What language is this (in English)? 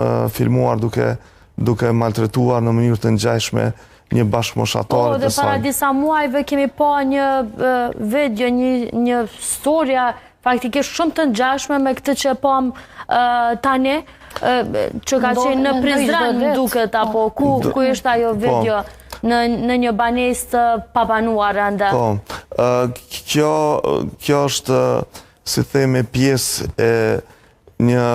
Albanian